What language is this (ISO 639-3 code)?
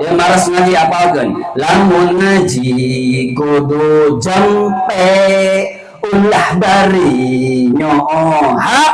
sun